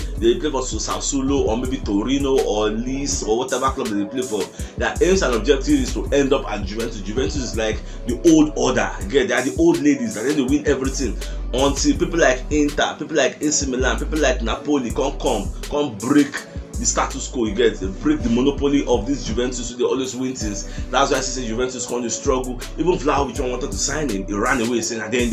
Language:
Nigerian Pidgin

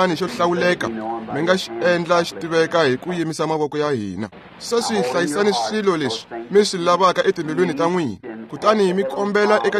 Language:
Tsonga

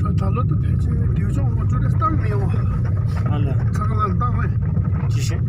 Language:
Tibetan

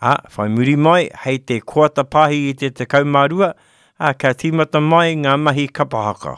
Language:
Māori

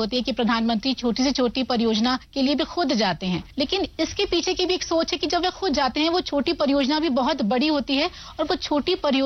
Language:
Hindi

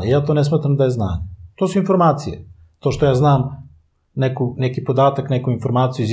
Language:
Serbian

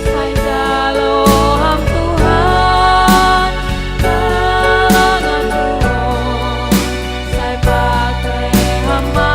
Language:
Batak Simalungun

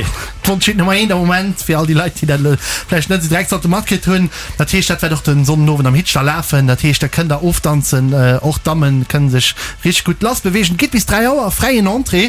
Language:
Luxembourgish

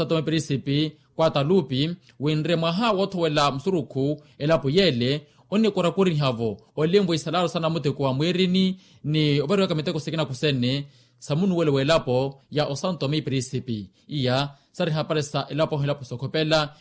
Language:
Makhuwa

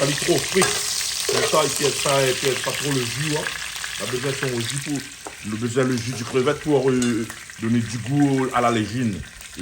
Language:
Réunion Creole French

